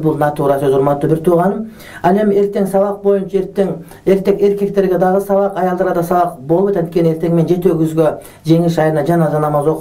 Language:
Kyrgyz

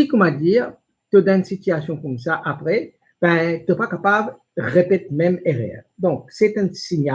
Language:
Morisyen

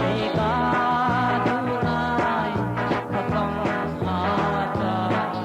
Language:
Biete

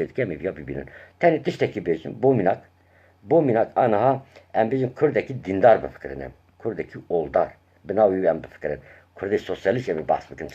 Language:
Kurdish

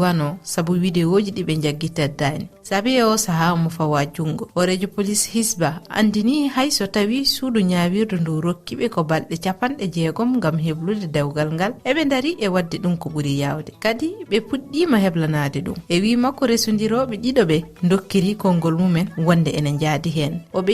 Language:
Fula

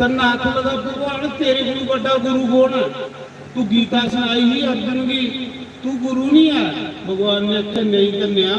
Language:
Dogri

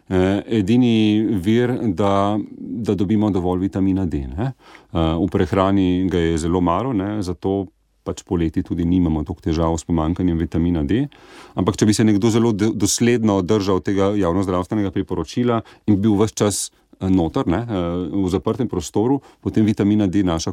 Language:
Slovenian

